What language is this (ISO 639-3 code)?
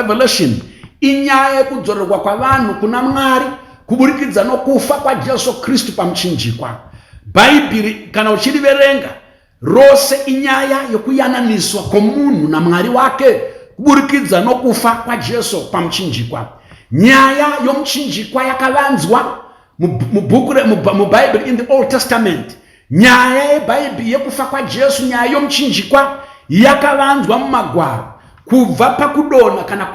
sna